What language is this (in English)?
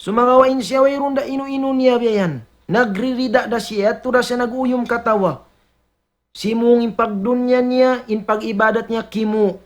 Tausug